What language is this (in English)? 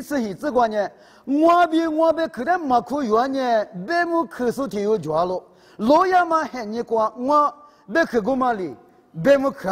Lisu